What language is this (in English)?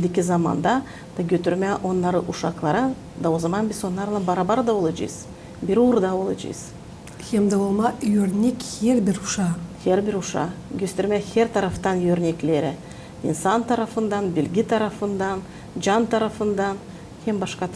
Gagauz